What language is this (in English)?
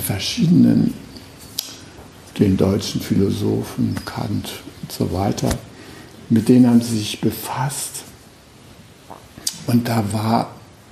German